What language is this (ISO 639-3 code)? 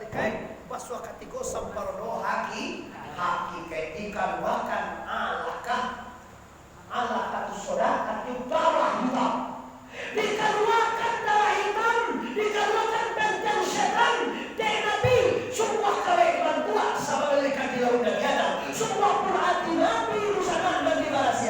min